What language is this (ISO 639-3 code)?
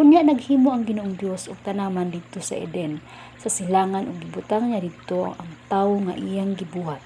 ceb